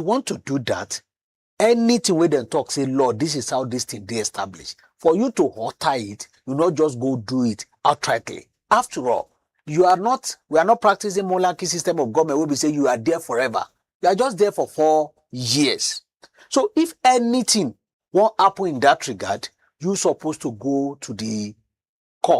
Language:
Nigerian Pidgin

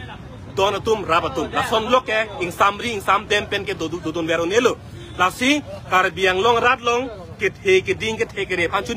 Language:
Karbi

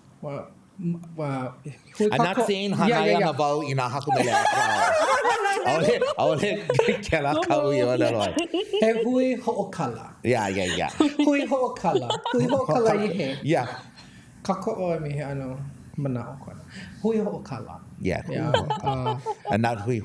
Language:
Hawaiian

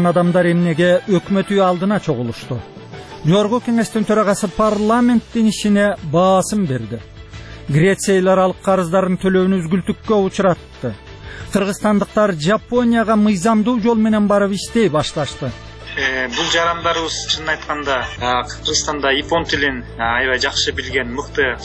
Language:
Kyrgyz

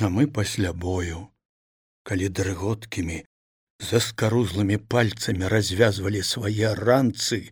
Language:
Belarusian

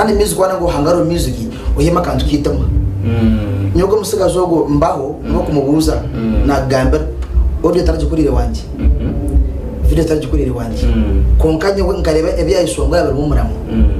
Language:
Nyankole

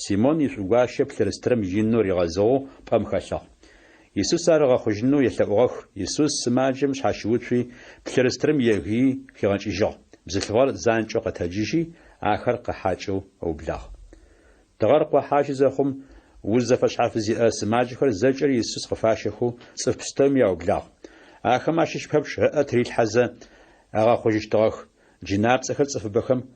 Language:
Adyghe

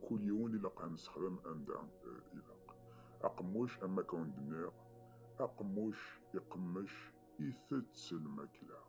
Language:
Kabyle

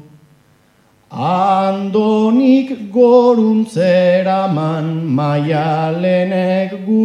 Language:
Basque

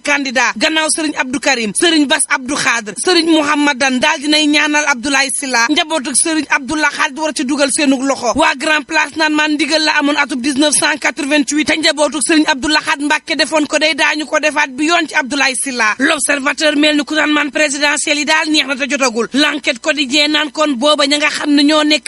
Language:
Wolof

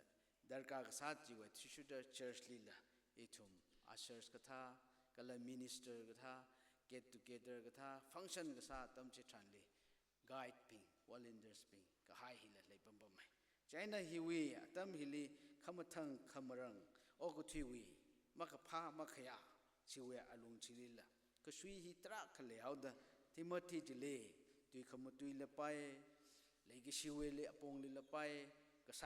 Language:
Tangkhul Naga (India)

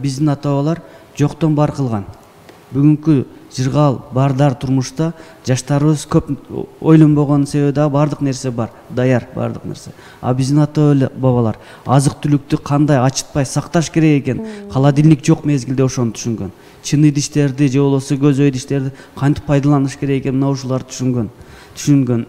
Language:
Kyrgyz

